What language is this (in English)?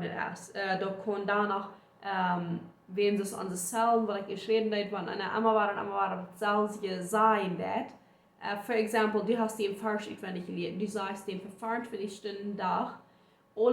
Plautdietsch